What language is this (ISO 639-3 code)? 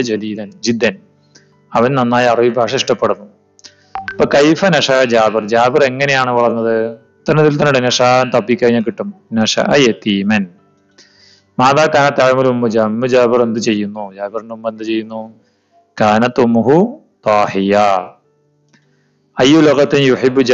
mal